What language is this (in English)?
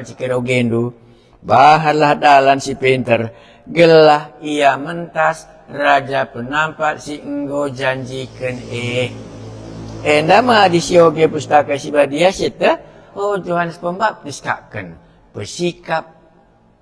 Batak Karo